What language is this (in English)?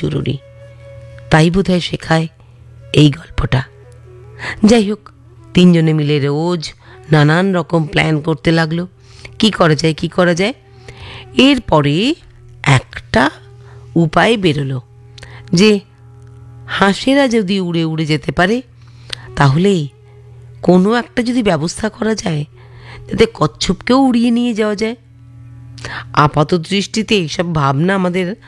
Bangla